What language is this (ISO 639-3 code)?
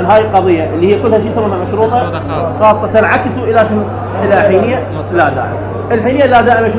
acm